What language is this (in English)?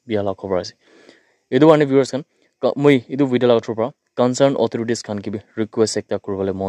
Naga Pidgin